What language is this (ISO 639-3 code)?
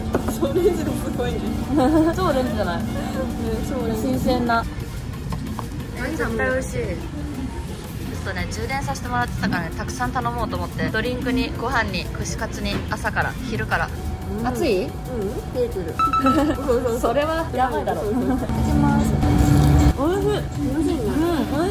jpn